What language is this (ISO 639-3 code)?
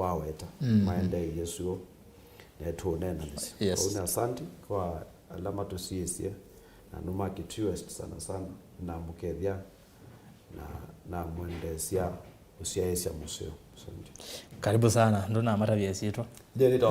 kam